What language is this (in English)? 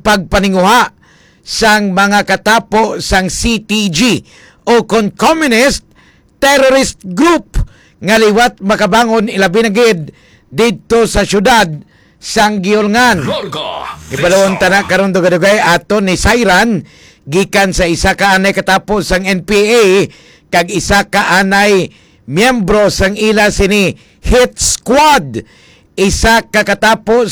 Hiligaynon